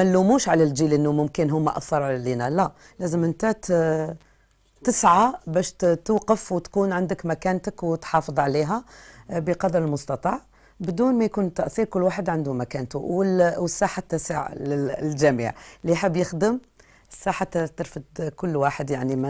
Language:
Algerian Arabic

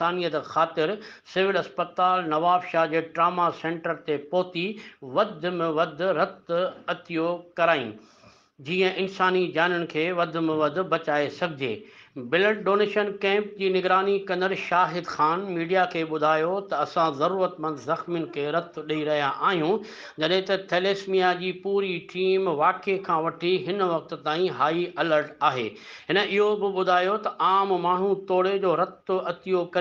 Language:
Sindhi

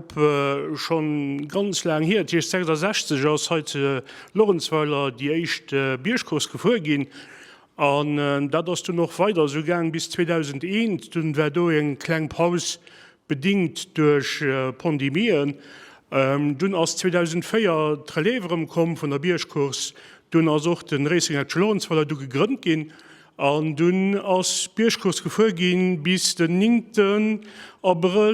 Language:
Luxembourgish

